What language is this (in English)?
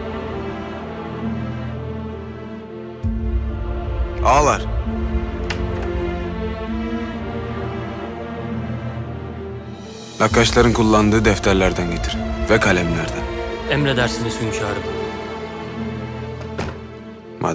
Turkish